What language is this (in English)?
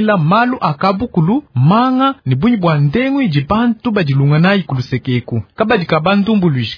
Luba-Lulua